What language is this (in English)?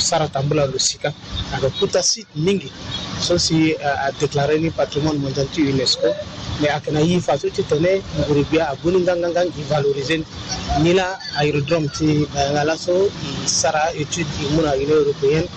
Sango